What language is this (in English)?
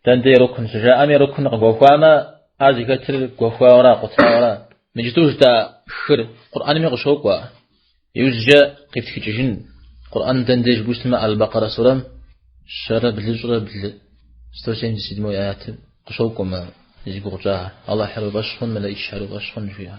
Kabardian